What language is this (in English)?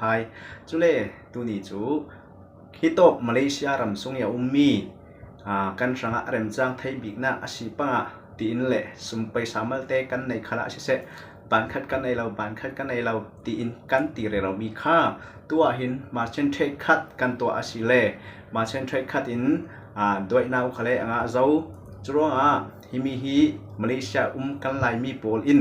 Falam Chin